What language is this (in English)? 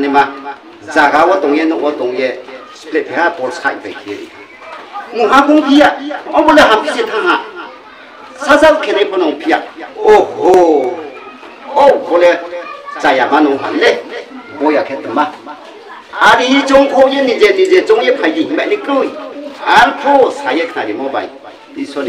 Riang (India)